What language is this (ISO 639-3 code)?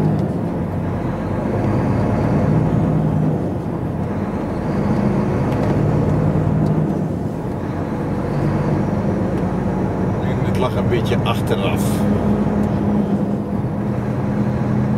nld